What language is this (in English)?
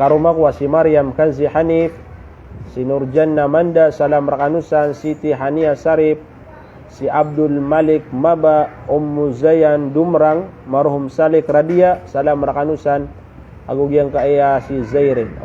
Maranao